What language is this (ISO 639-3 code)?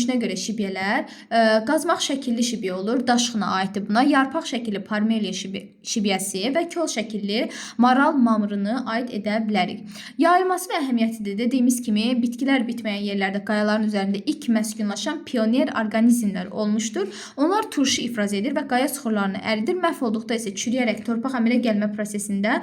aze